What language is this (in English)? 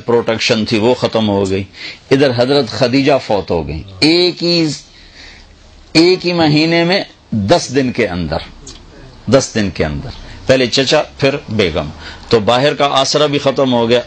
Urdu